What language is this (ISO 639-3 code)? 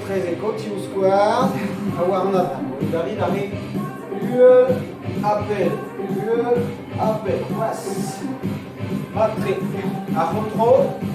bre